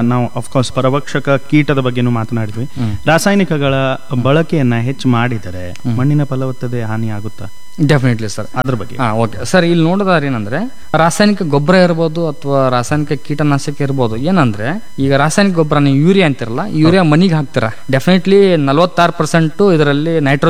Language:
Kannada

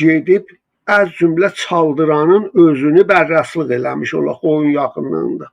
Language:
South Azerbaijani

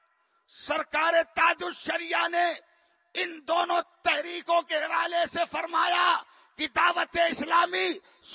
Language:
Urdu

